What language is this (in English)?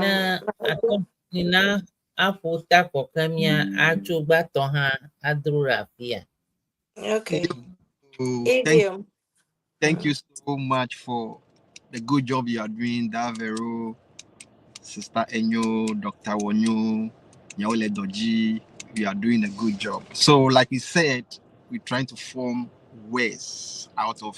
Ewe